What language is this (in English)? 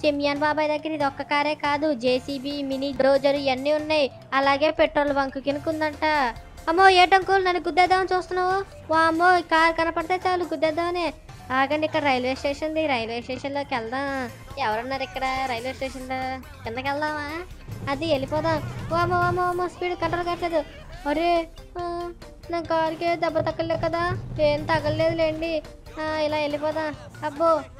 Telugu